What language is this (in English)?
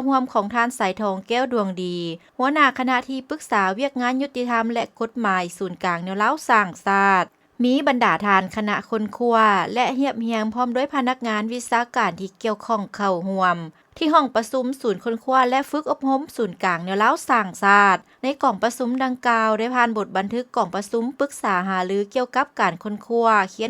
Lao